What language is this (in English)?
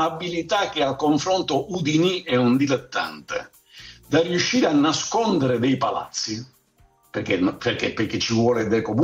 Italian